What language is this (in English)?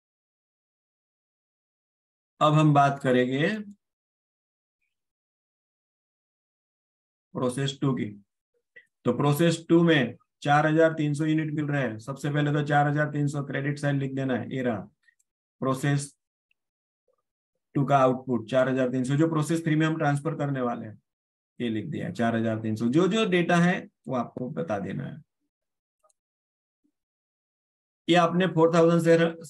Hindi